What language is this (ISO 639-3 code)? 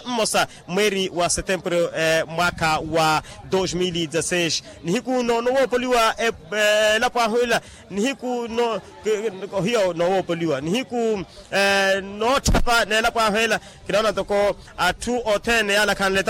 vmw